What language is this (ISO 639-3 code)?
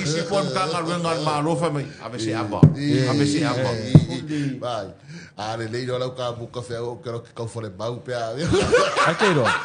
smo